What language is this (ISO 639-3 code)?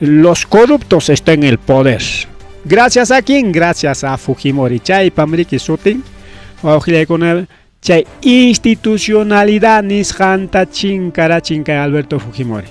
quy